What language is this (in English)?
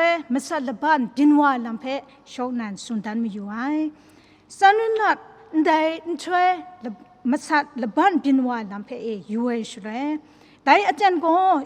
Kachin